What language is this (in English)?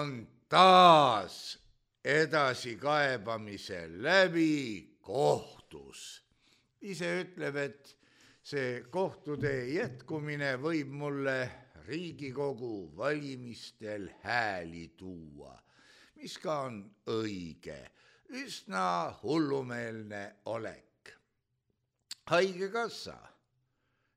Estonian